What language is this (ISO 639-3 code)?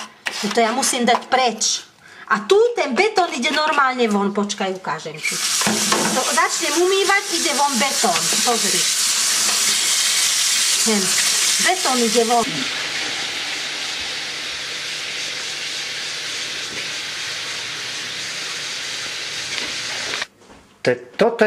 slk